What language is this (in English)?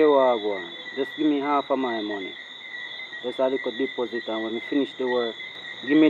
Jamaican Creole English